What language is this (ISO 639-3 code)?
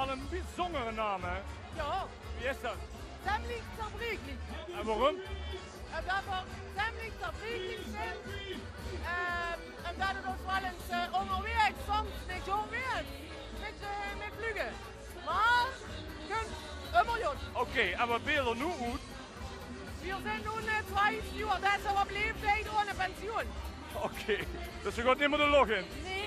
lim